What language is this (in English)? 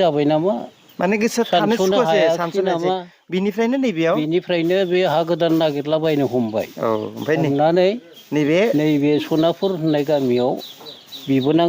Bodo